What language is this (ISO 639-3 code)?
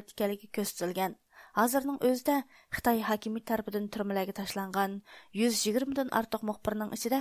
uig